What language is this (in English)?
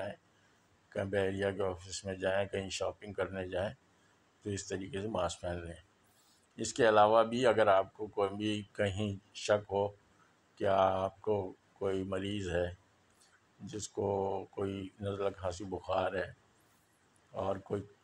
Urdu